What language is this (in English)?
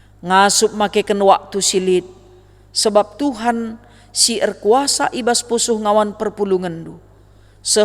Batak Karo